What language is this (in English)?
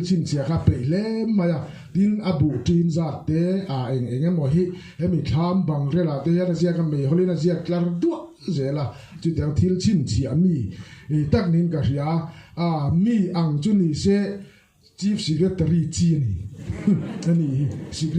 Mizo